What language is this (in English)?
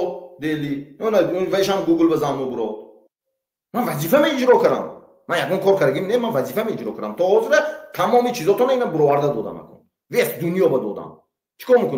Tajik